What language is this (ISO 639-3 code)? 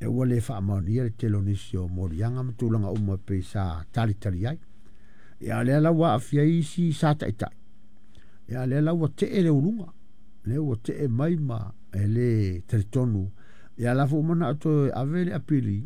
smo